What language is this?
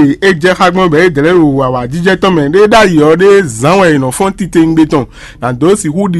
Fon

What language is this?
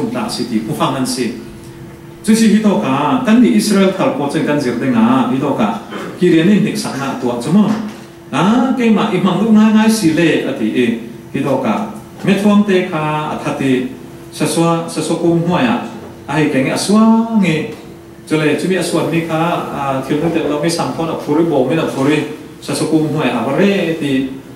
Falam Chin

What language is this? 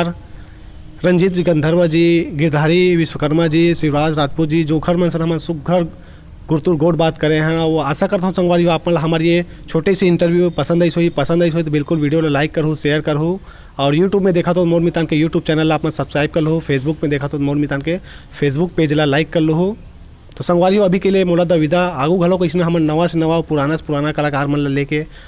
Chhattisgarhi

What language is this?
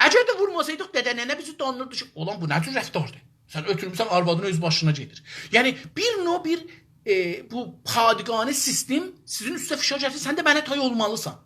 South Azerbaijani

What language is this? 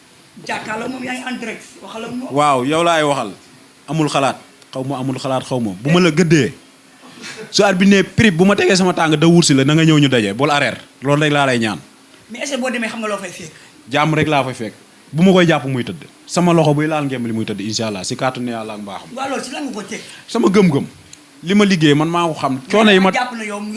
Wolof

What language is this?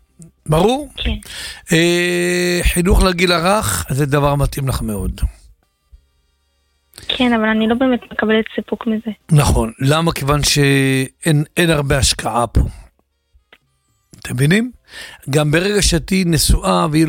Hebrew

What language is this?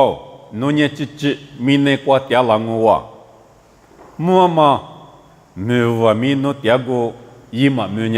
Lisu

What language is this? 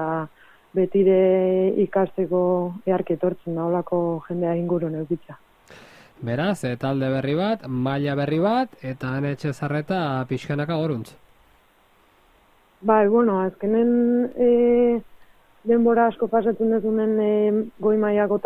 Basque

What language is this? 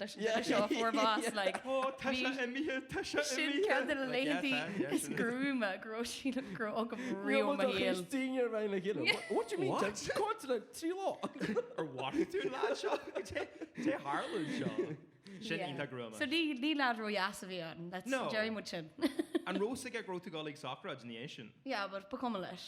Irish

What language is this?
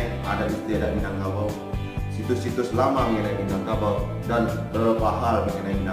Minangkabau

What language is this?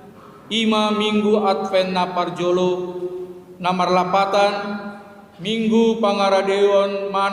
Batak Toba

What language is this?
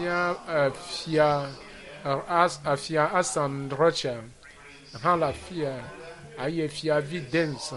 Ewe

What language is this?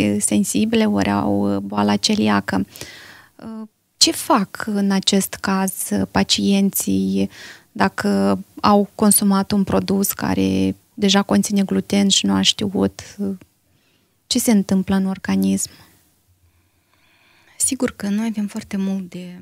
Romanian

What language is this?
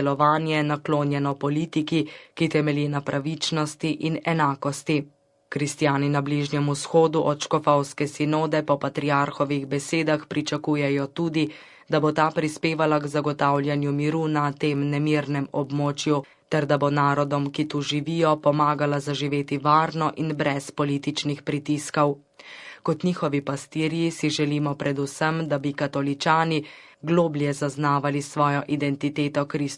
Slovenian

